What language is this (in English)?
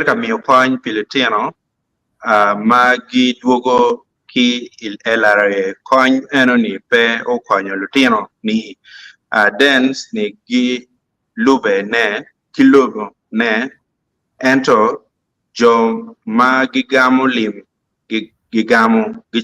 Acoli